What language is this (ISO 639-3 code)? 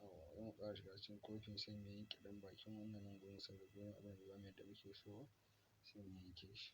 hau